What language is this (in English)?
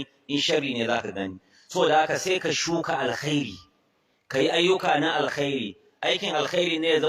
Hausa